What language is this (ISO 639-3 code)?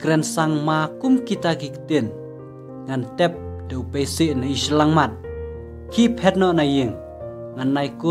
kha